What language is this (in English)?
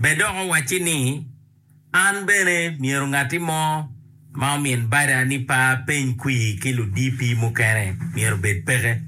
Acoli